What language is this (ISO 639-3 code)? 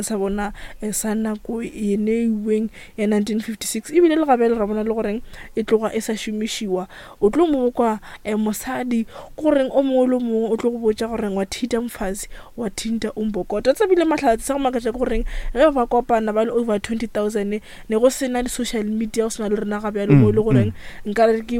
nso